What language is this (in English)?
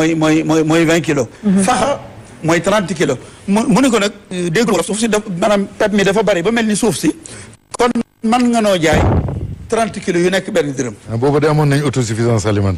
Wolof